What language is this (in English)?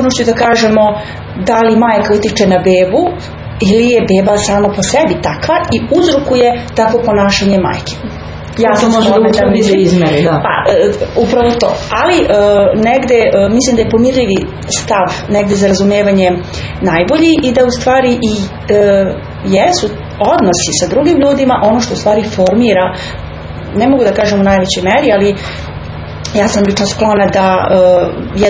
Serbian